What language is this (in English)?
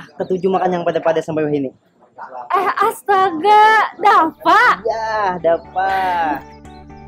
Banjar